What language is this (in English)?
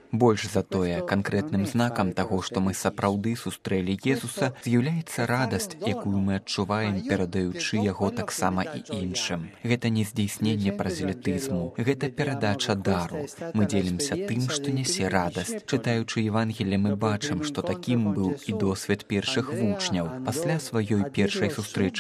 Belarusian